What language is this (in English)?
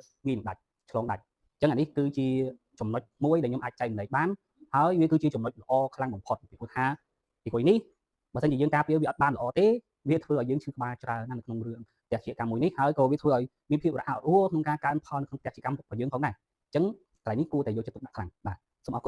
Khmer